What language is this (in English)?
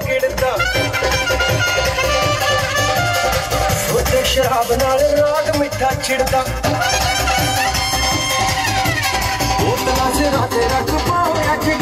Punjabi